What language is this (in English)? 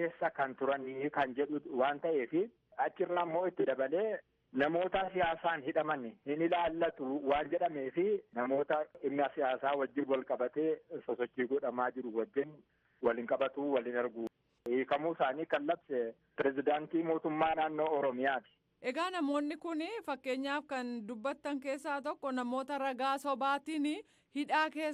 Oromo